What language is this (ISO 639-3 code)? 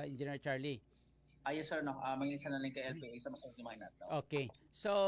hil